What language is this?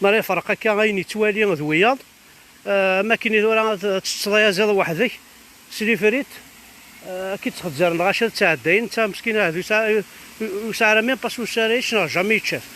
Kabyle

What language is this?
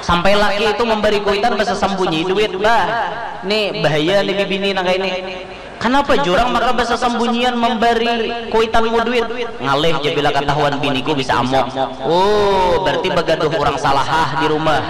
Banjar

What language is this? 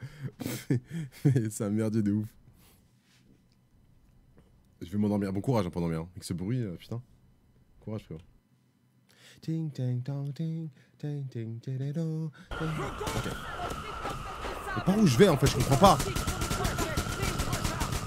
French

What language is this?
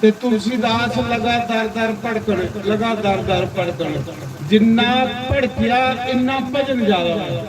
Dogri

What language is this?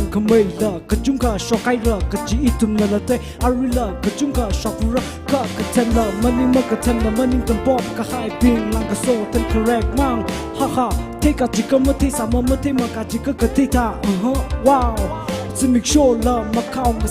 Tangkhul Naga (India)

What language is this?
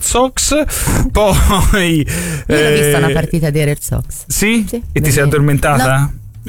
Italian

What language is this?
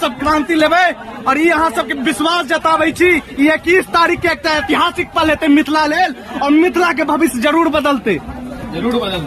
Maithili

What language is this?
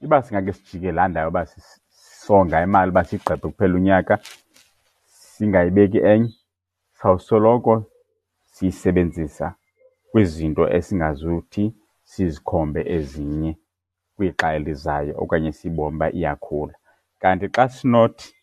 Xhosa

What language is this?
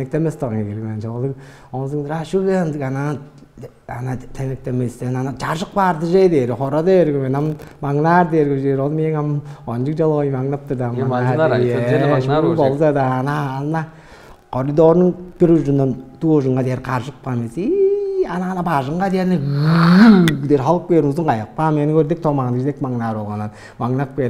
Tuvinian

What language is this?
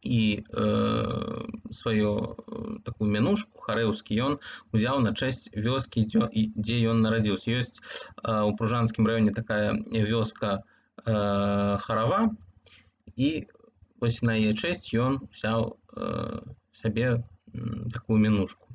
Belarusian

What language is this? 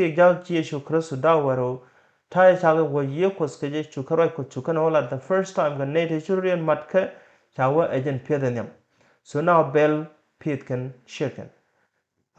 Nuer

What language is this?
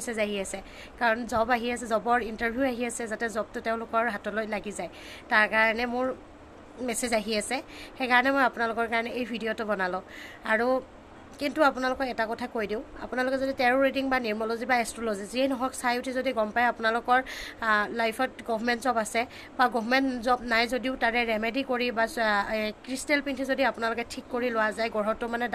Assamese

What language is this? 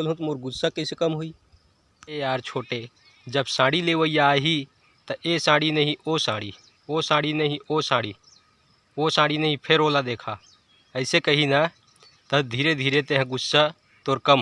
Chhattisgarhi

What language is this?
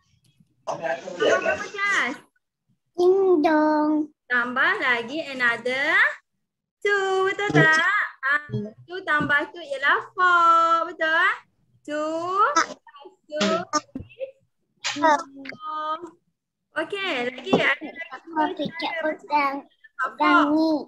Malay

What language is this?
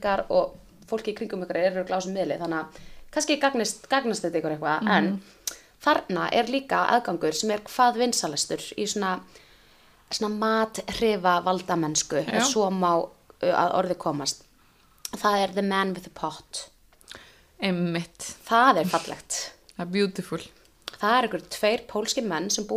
Icelandic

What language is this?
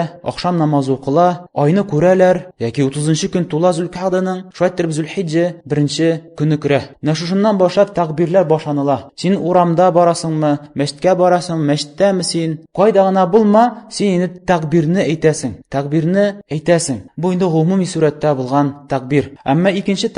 Tatar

